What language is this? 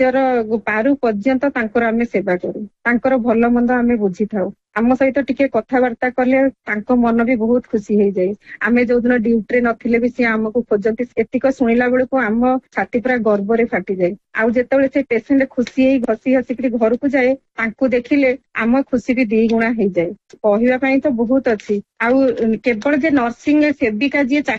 Odia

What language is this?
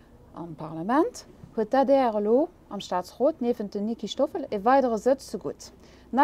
Luxembourgish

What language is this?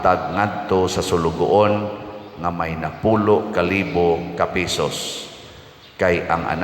Cebuano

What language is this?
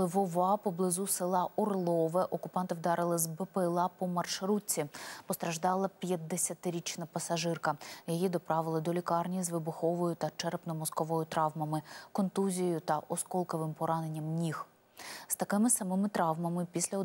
Ukrainian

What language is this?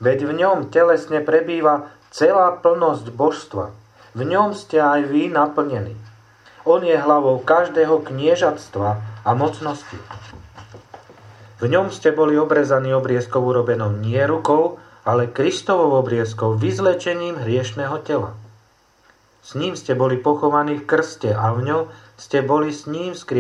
Slovak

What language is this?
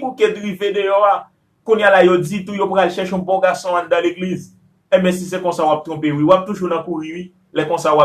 Haitian Creole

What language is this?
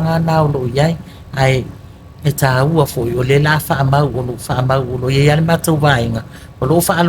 Samoan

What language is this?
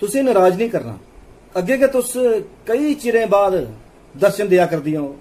Dogri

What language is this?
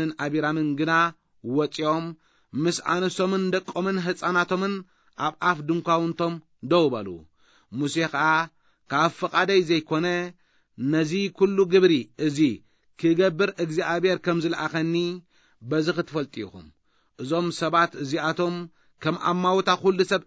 Tigrinya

